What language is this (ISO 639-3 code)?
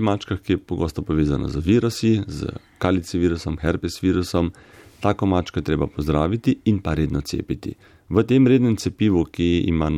slv